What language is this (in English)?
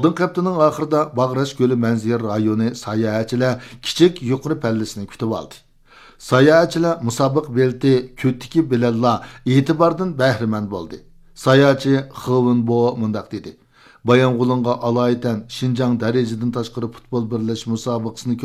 Uyghur